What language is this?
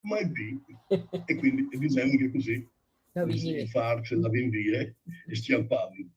Friulian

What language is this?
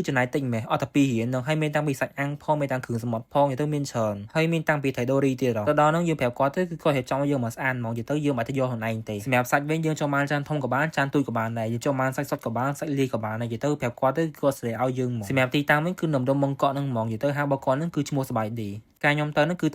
Khmer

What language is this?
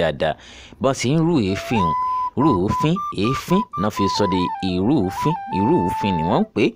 Yoruba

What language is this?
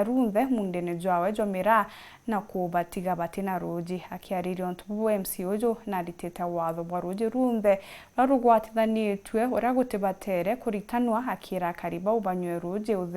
Meru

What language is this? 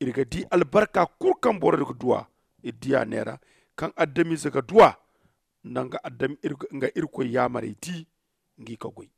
Zarma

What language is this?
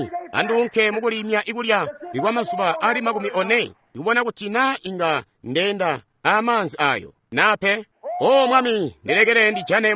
Tonga (Zambia)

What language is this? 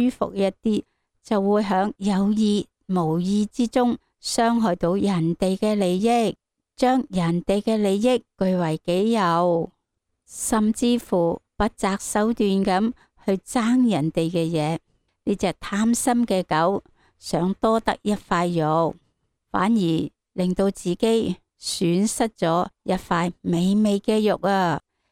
Cantonese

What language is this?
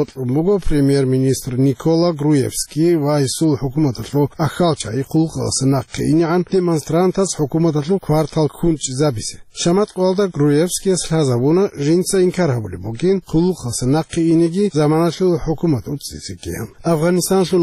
Avaric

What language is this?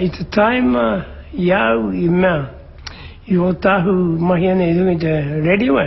Māori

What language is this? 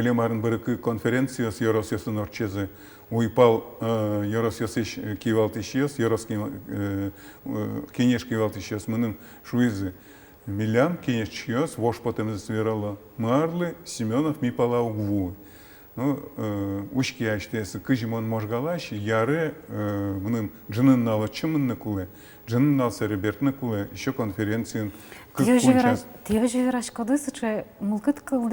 Udmurt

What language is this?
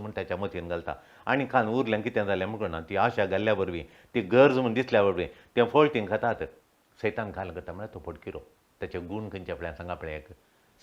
Konkani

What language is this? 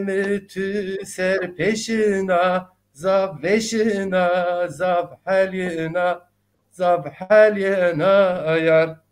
Zaza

